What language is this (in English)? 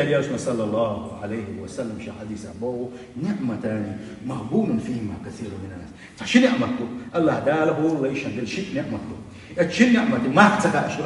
Chechen